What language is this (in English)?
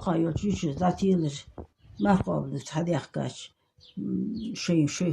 Ingush